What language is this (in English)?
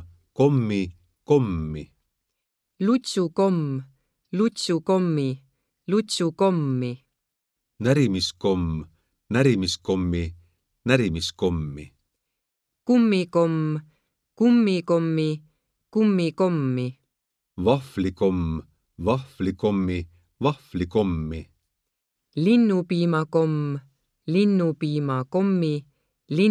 Estonian